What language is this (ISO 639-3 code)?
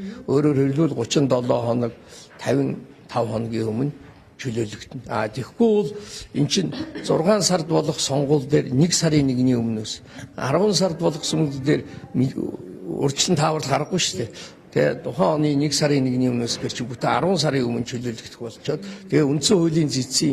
mon